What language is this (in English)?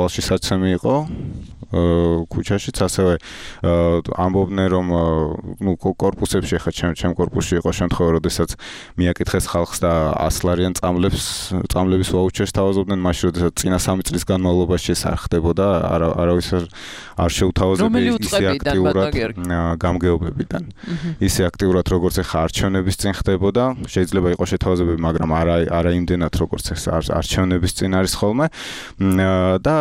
Georgian